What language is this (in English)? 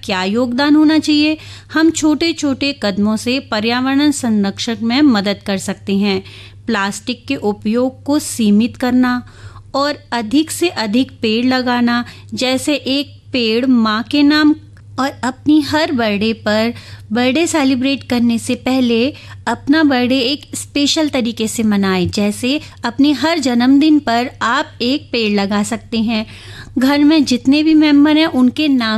Hindi